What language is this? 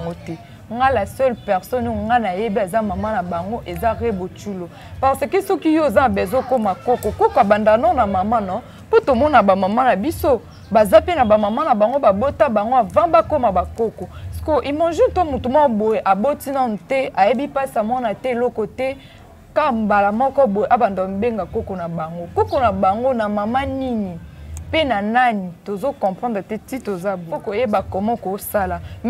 Lingala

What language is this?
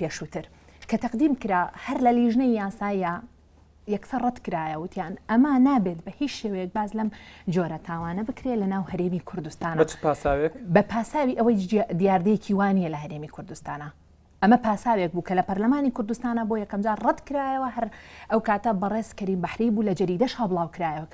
Central Kurdish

